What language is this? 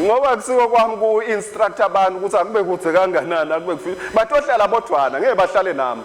Swati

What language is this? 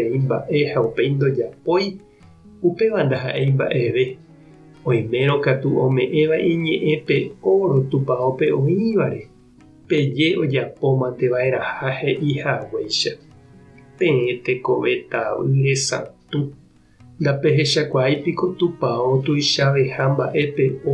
Guarani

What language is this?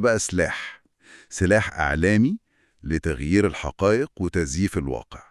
Egyptian Arabic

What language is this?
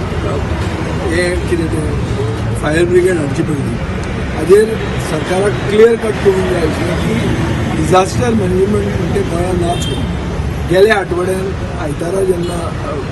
Konkani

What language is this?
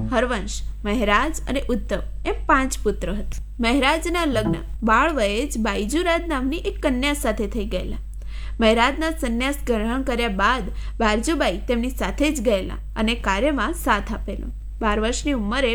Gujarati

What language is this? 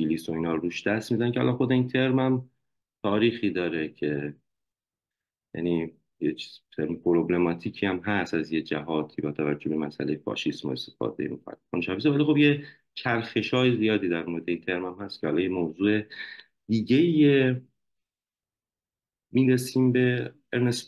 Persian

